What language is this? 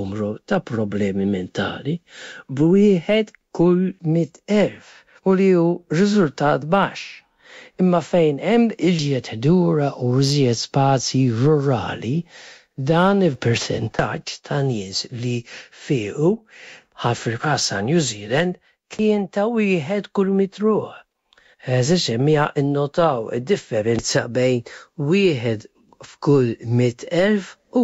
Maltese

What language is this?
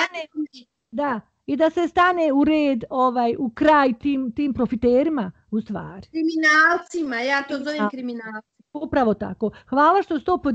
Bosnian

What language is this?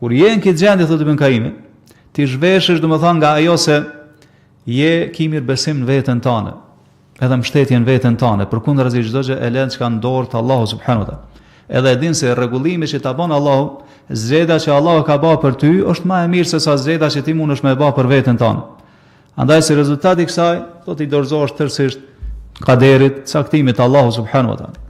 Albanian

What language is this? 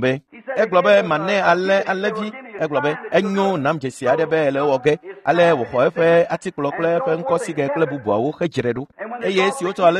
Ewe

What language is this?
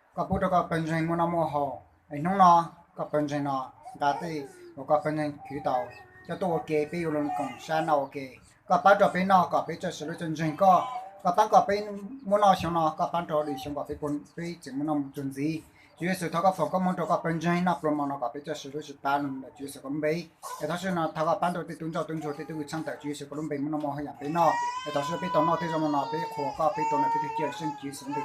Hmong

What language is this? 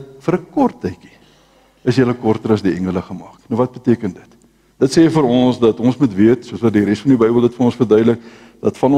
Afrikaans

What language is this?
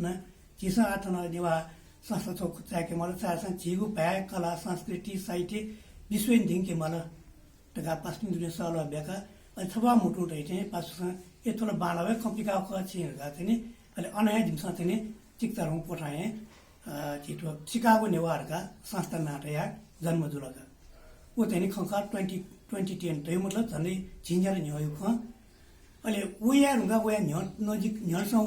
Newari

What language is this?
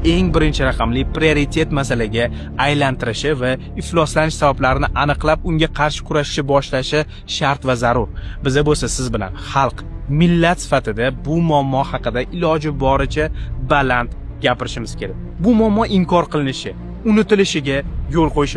Uzbek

